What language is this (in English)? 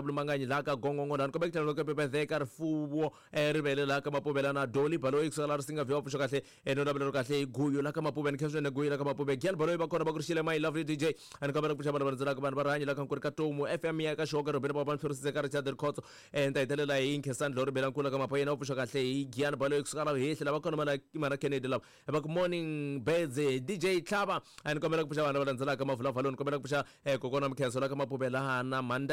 Tsonga